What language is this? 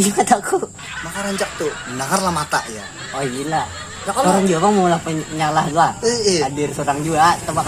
Banjar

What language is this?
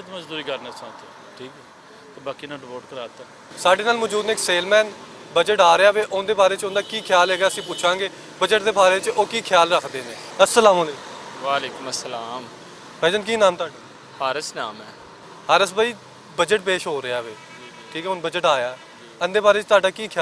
Western Panjabi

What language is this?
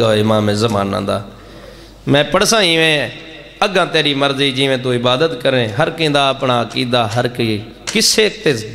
Saraiki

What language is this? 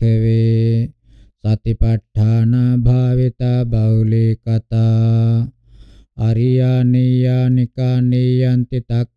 Pali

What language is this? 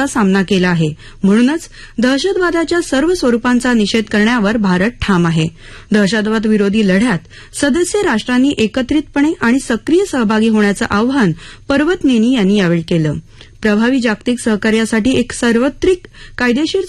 Marathi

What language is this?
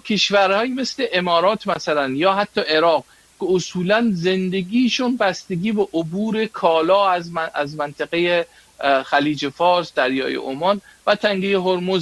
Persian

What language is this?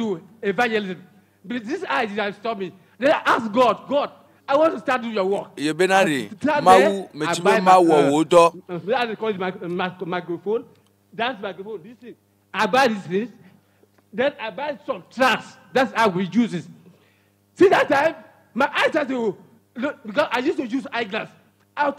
Ewe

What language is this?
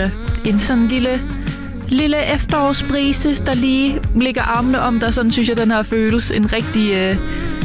Danish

